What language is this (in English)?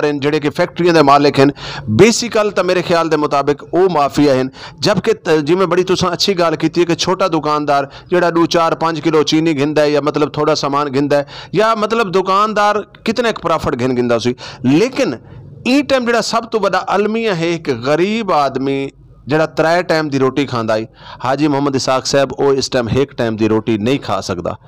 Saraiki